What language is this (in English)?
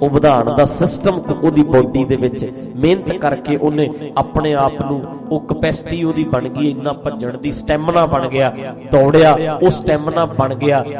Punjabi